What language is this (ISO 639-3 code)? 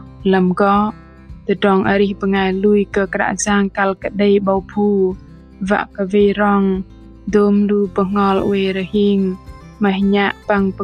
bdq